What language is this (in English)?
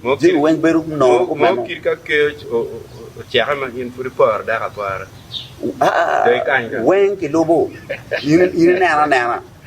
Acoli